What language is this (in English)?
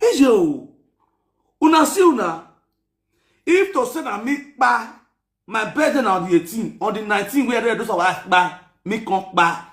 Nigerian Pidgin